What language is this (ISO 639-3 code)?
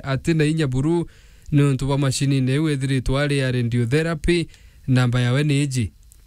mer